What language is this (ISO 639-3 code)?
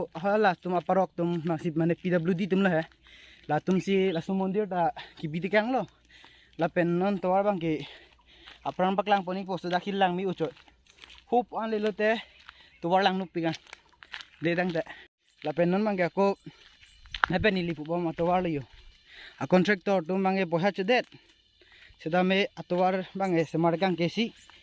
mjw